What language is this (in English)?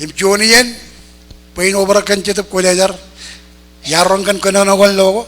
Marshallese